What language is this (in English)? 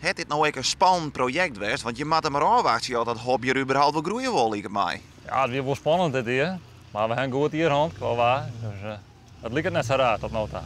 Western Frisian